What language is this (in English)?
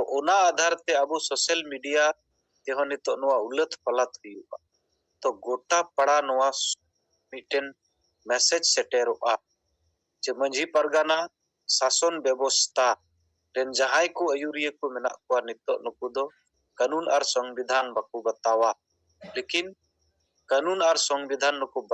Santali